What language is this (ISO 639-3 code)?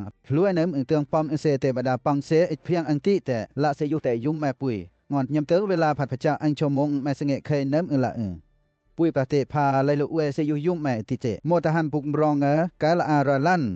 lcp